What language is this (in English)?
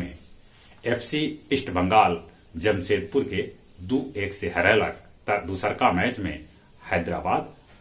Magahi